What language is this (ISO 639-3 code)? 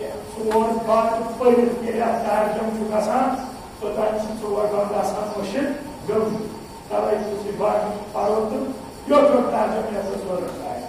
kas